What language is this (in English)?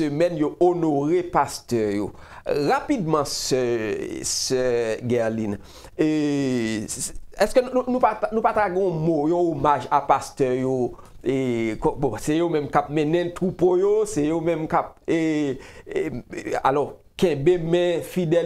Haitian Creole